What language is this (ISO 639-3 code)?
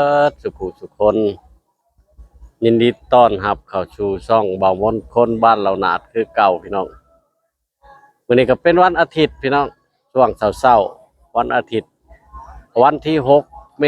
lao